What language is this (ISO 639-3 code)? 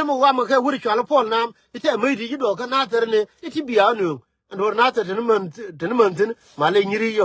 nus